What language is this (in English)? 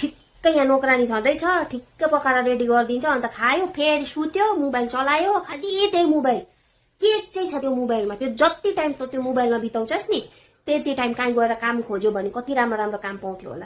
Nepali